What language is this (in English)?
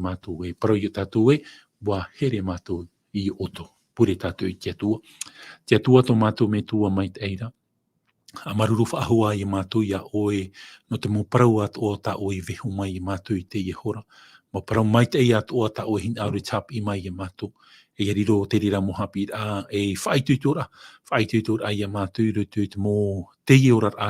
Tahitian